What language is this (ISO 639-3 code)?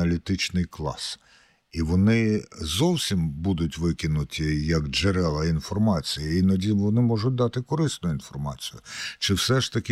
ukr